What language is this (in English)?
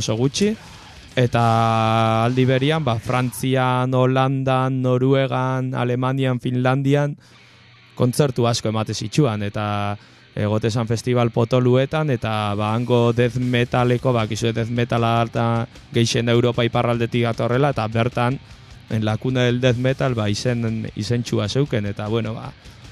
Basque